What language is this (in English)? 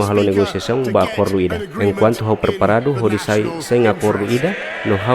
Tetum